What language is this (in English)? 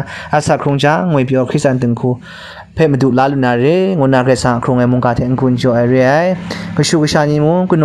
Kachin